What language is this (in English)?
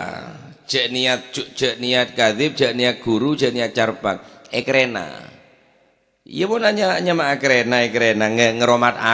Madurese